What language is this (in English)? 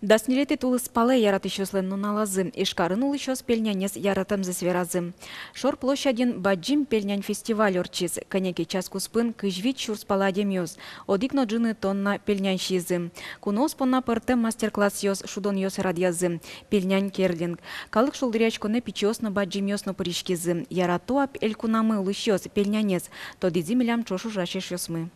Udmurt